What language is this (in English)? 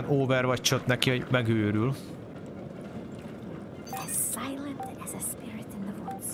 Hungarian